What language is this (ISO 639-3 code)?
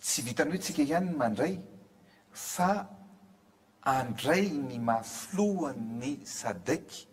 mlg